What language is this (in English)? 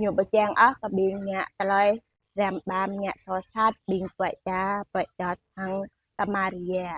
Jarai